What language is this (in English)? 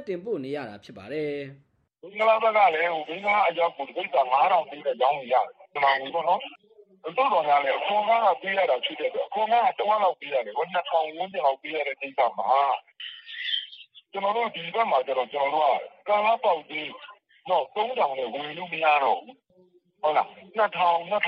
Burmese